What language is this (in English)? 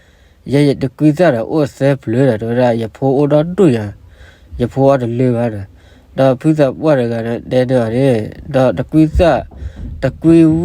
S'gaw Karen